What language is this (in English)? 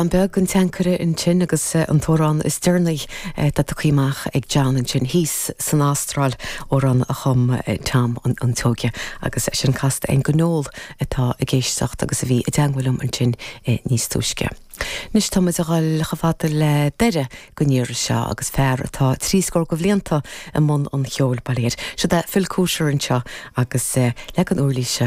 Irish